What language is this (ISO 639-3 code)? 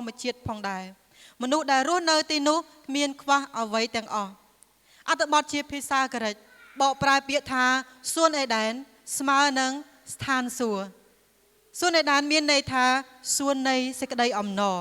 khm